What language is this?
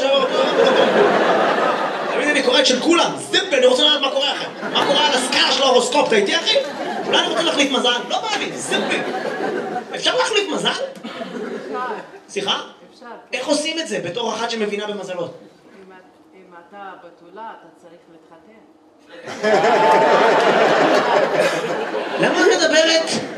Hebrew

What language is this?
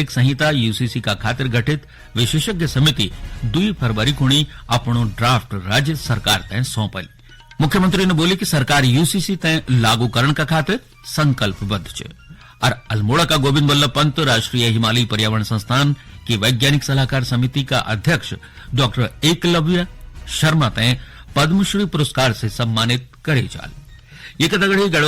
Garhwali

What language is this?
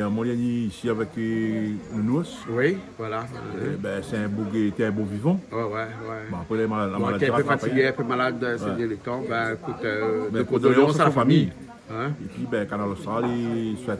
Réunion Creole French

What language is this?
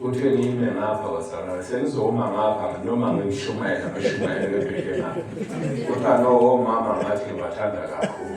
Zulu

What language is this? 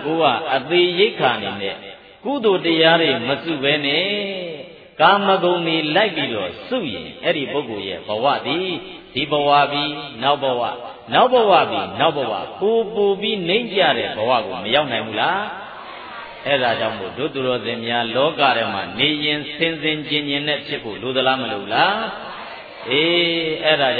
Burmese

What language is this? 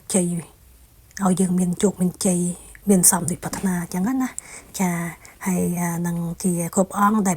Khmer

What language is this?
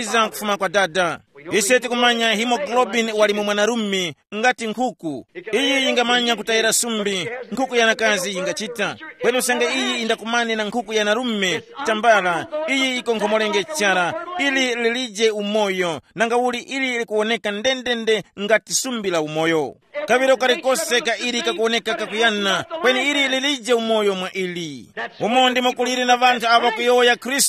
Tumbuka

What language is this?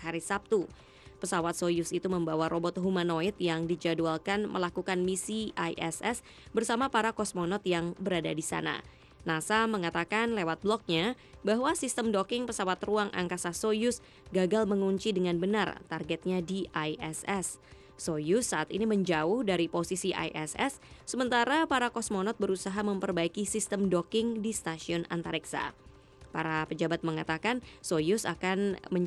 Indonesian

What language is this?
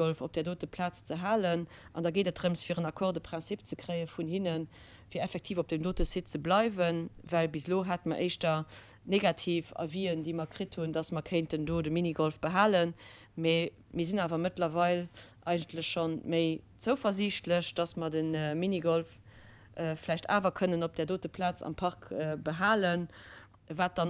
Luxembourgish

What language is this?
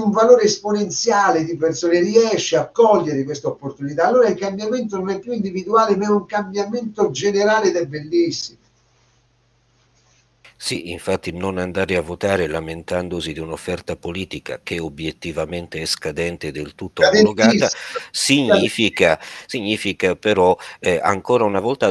Italian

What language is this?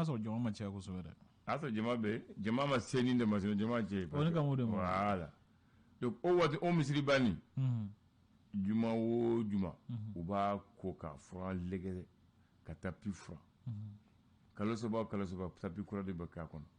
Bambara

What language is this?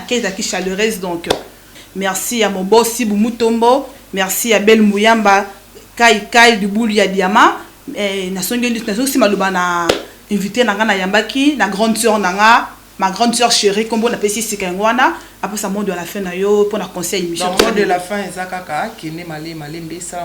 Lingala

